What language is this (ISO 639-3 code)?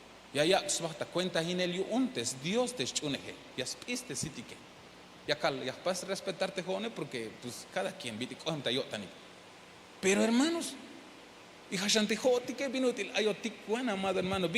tzh